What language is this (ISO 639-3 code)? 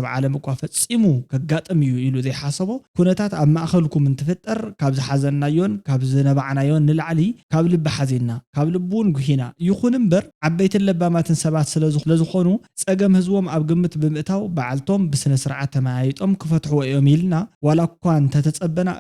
tir